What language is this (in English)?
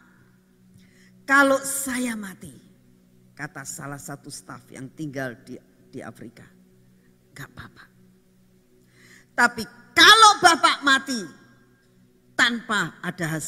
Indonesian